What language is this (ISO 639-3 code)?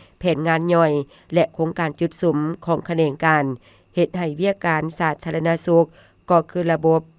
lao